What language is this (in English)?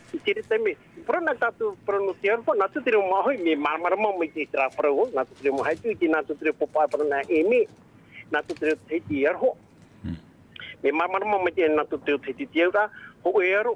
Tahitian